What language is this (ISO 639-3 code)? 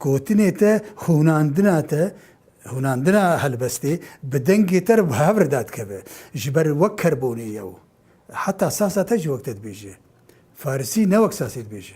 kur